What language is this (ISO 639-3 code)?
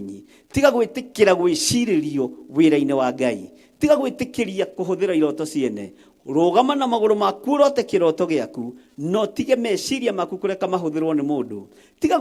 kik